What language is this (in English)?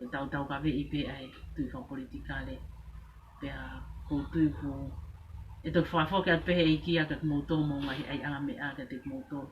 Tongan